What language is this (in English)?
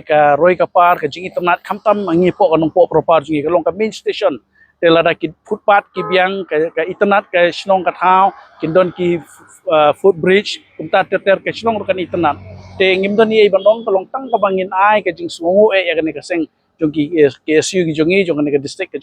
Khasi